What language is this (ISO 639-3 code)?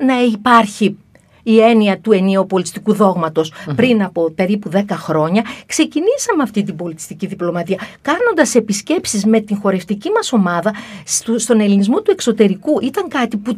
ell